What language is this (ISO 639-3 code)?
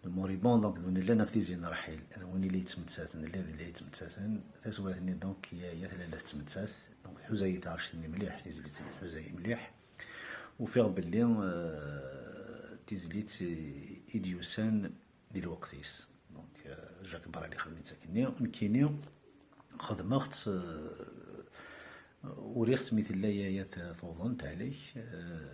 kab